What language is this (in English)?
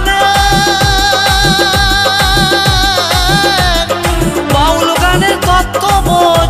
Bangla